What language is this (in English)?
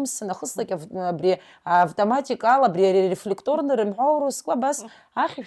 Abkhazian